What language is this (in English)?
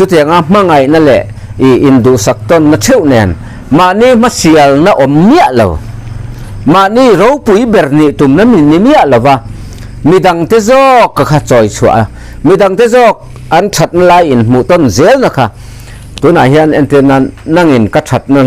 Mizo